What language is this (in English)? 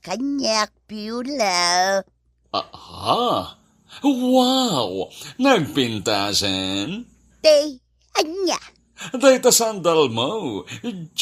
Iloko